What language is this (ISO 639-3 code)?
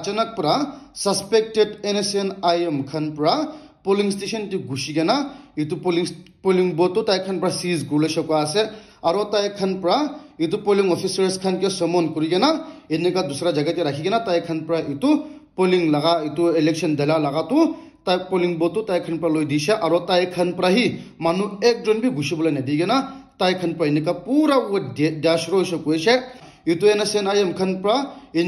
nag